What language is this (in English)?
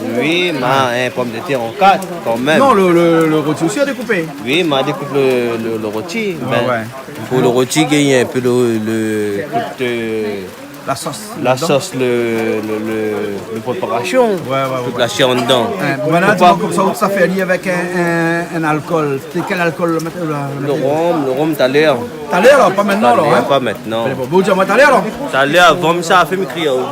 Réunion Creole French